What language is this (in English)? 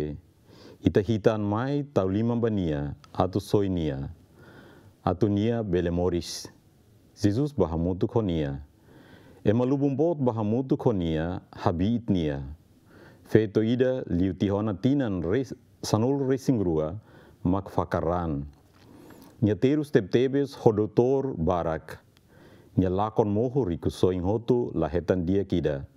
Tetum